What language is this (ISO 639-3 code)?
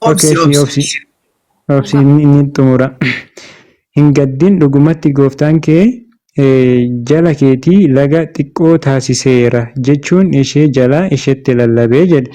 orm